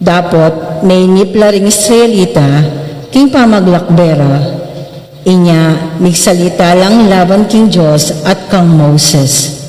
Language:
Pampanga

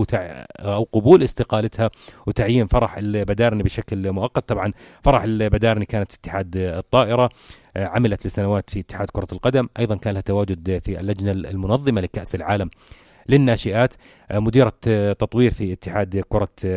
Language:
North Levantine Arabic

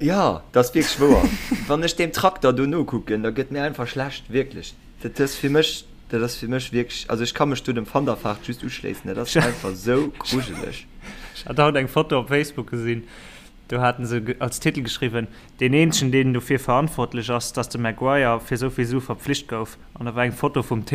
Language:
Luxembourgish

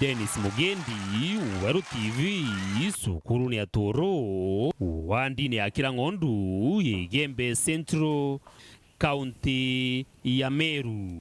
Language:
Meru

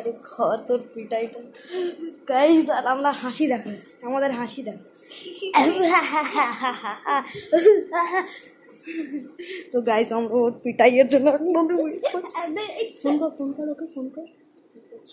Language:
Bangla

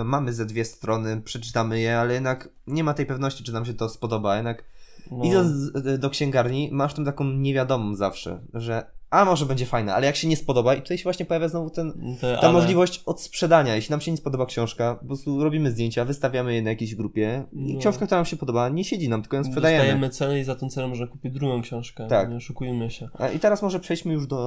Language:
Polish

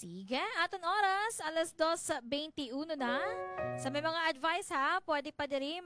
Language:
Hiligaynon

